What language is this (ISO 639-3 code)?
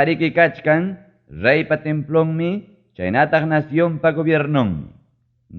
quy